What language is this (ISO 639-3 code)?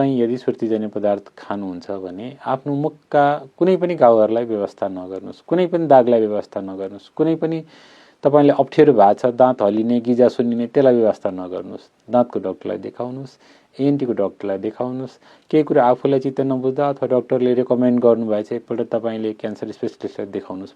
nep